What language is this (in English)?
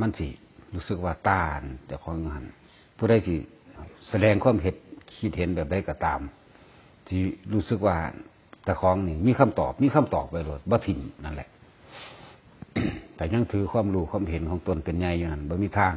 Lao